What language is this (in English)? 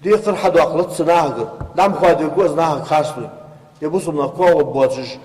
Ingush